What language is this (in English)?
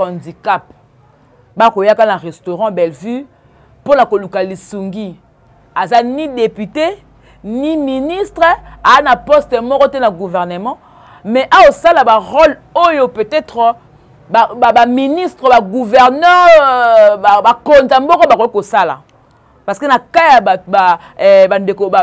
Lingala